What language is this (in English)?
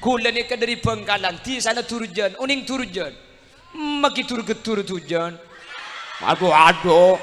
Madurese